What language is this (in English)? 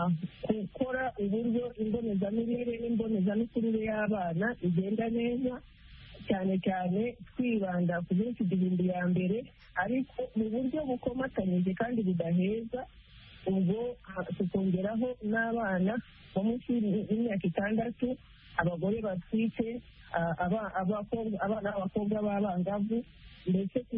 Kinyarwanda